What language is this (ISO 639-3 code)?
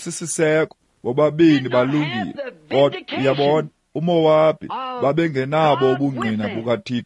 xho